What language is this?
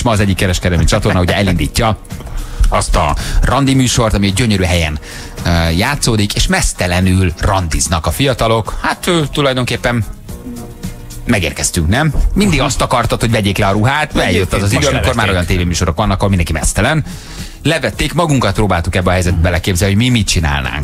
Hungarian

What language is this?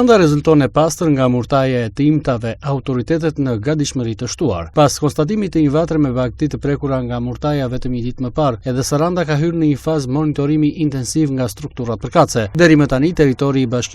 Albanian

